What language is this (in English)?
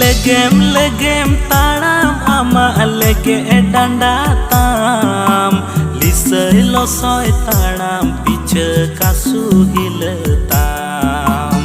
Santali